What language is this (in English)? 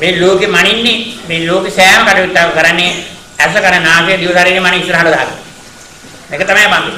Sinhala